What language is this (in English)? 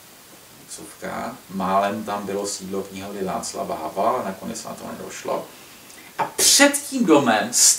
Czech